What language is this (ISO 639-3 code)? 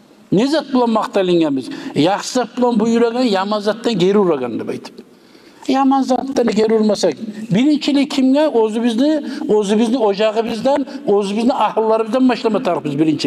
kum